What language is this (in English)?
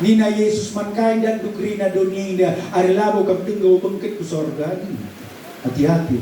Batak Karo